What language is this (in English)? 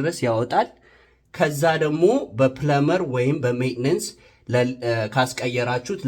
Amharic